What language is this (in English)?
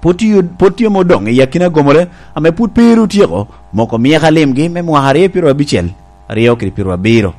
Lango (Uganda)